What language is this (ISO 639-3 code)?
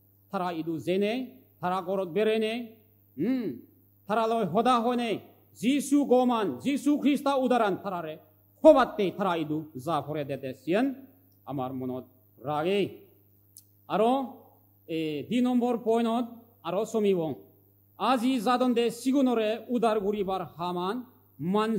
ccp